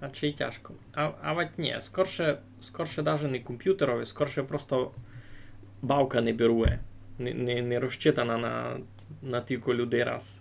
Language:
Rusyn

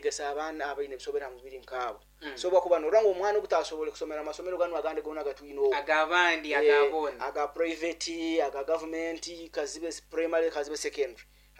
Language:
Nyoro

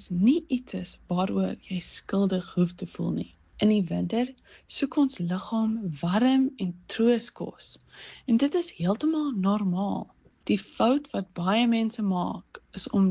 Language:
Afrikaans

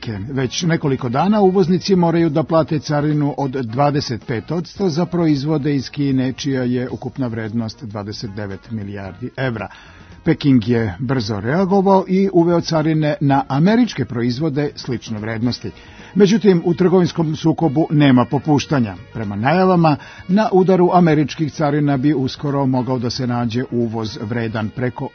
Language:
Serbian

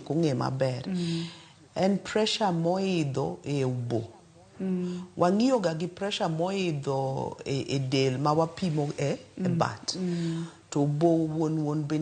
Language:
Luo (Kenya and Tanzania)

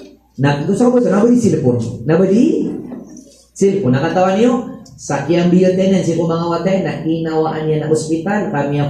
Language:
Maranao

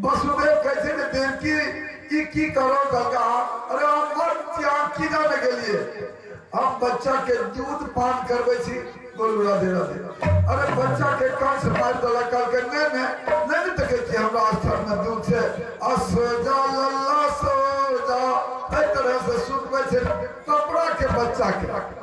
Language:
Maithili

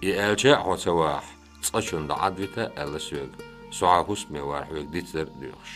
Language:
Chechen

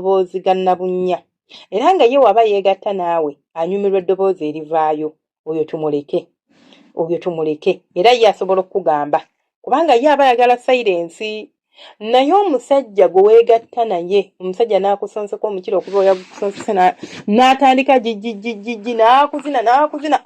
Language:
Ganda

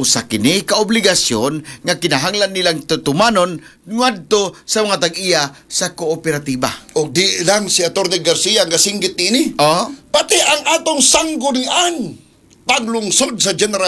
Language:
Cebuano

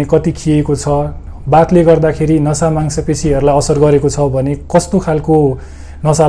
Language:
Nepali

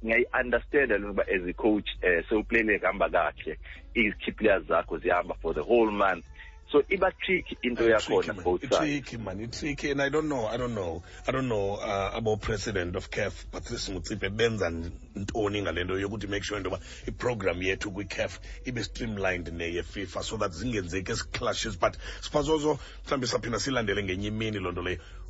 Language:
Xhosa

